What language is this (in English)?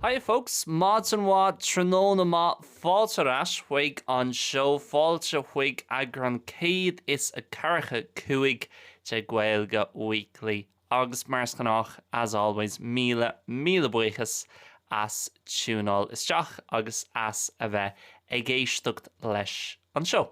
Irish